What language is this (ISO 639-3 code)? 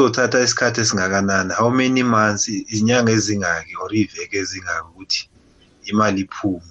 nbl